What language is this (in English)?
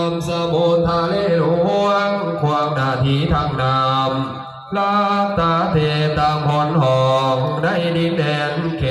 Northeastern Thai